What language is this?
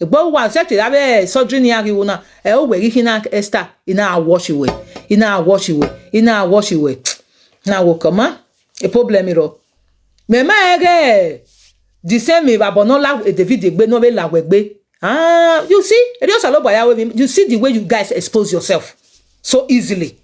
Nigerian Pidgin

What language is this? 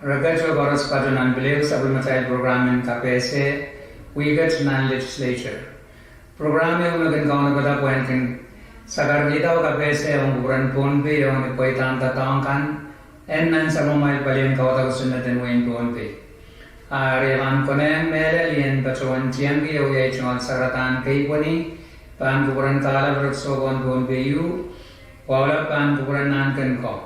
Pohnpeian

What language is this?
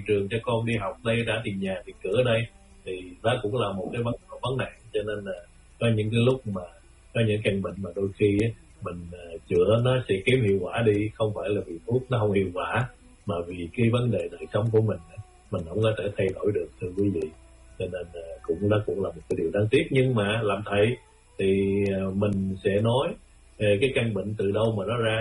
Vietnamese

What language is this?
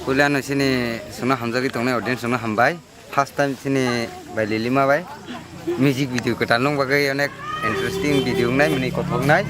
Kok Borok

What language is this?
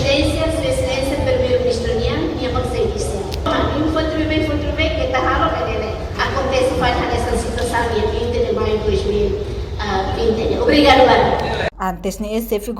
Tetum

